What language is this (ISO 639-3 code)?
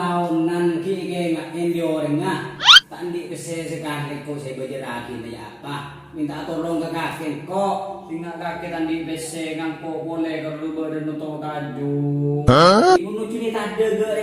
mad